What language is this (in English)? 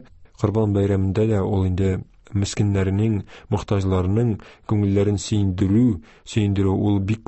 Tatar